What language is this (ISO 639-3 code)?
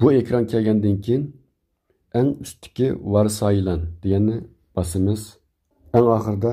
uig